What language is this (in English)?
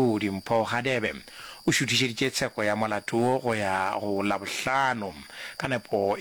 Northern Sotho